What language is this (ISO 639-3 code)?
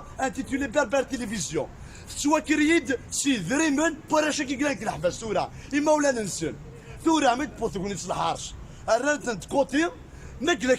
kab